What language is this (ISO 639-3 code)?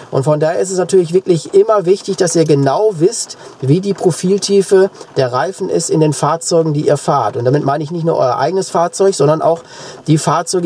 deu